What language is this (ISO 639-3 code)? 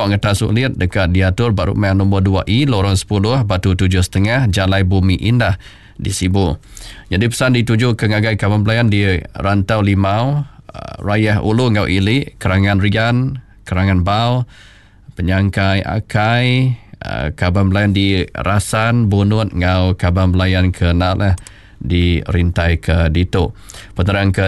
iba